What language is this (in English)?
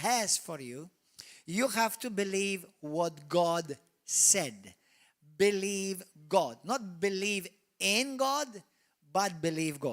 English